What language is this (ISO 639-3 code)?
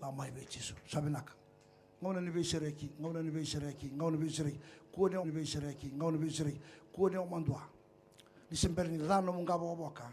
fij